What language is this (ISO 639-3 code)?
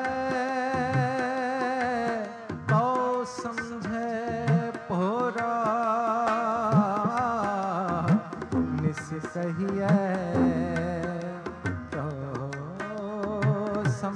pan